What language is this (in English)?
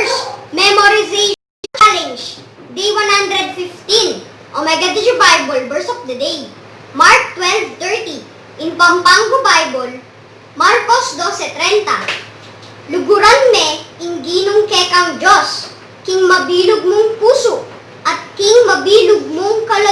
Pampanga